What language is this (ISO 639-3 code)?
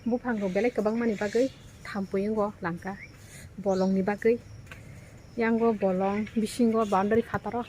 trp